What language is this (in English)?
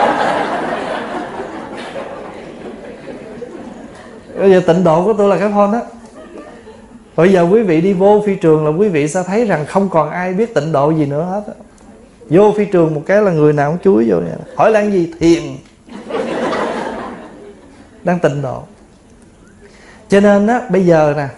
Vietnamese